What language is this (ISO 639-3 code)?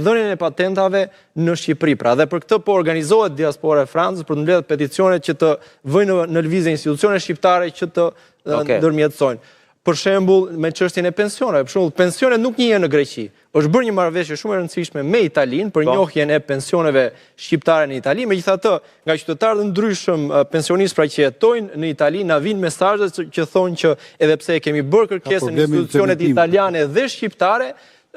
sqi